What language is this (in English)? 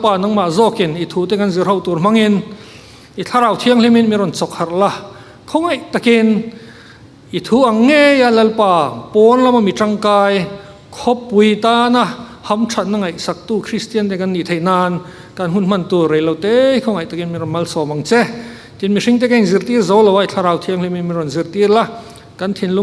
Mizo